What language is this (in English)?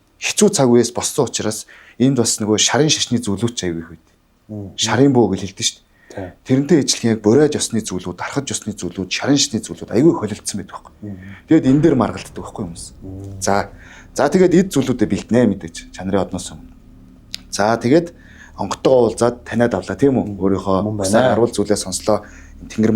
Mongolian